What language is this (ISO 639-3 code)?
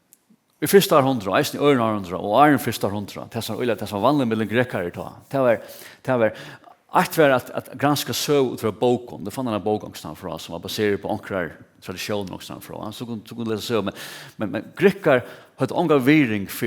fao